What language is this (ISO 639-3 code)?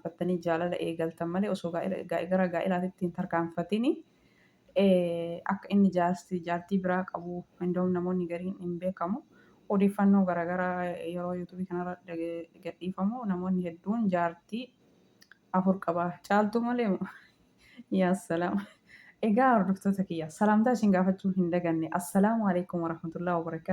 orm